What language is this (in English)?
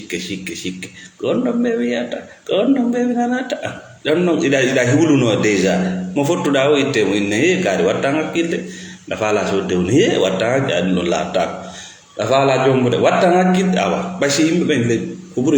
Fula